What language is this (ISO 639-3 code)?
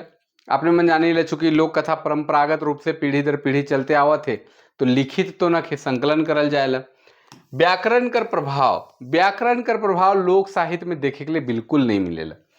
sck